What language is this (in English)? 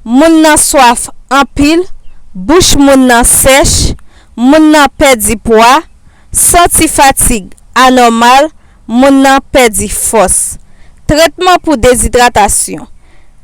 Haitian Creole